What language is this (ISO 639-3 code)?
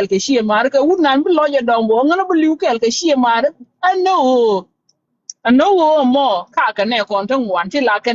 nus